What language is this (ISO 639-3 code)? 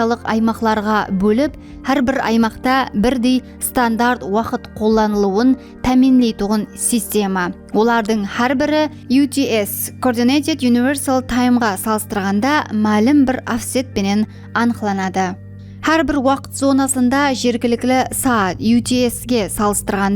kaa